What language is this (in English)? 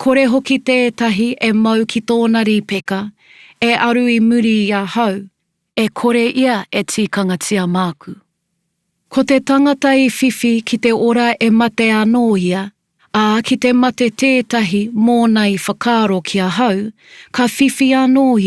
Māori